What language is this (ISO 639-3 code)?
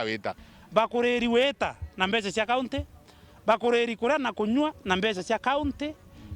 mer